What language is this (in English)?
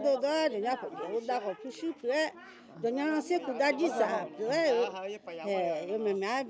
Akha